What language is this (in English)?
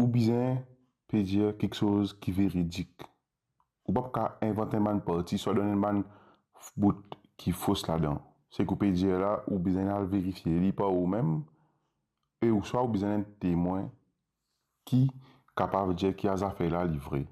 Morisyen